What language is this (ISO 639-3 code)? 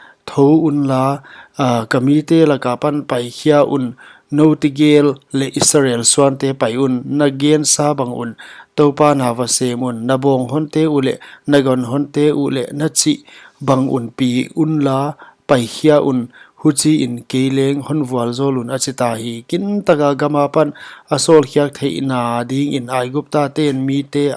pck